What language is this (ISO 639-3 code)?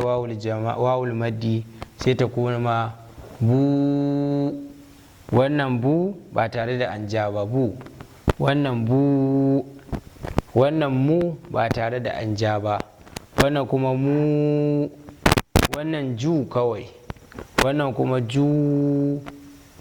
hau